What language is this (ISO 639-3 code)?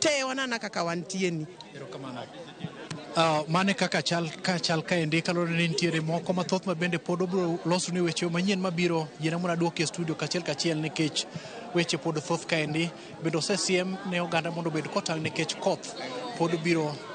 luo